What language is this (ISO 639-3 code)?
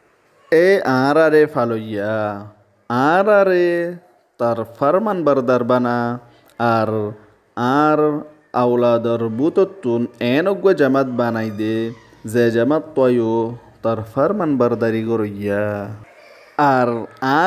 rhg